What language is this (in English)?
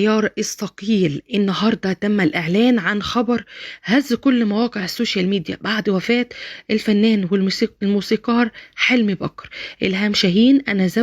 Egyptian Arabic